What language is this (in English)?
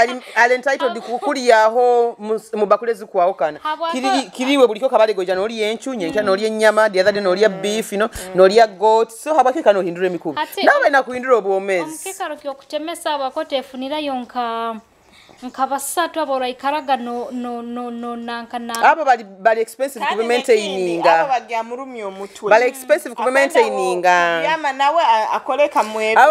Nyoro